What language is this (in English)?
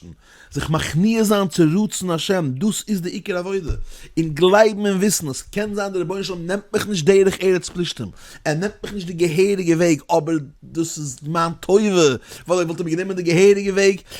Yiddish